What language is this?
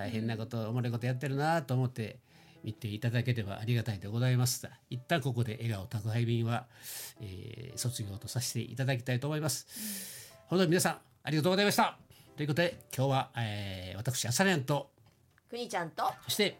Japanese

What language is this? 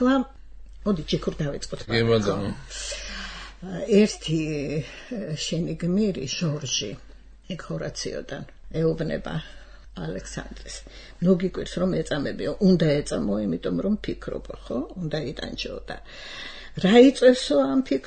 Georgian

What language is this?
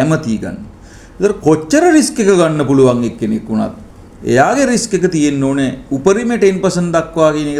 Sinhala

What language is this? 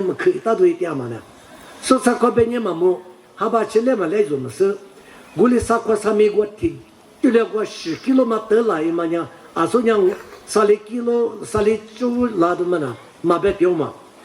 Lisu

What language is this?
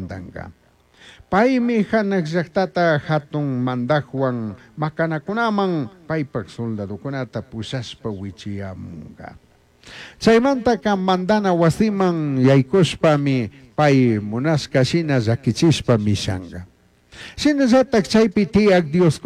Chimborazo Highland Quichua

